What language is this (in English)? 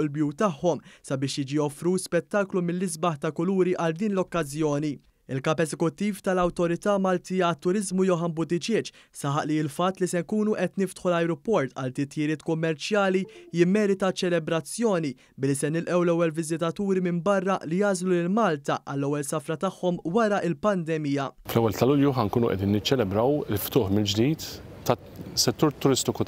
Maltese